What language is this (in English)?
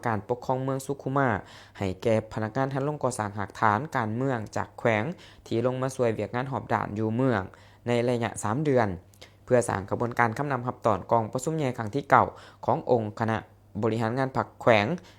Lao